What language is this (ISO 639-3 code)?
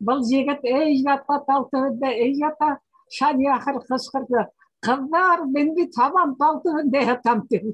bak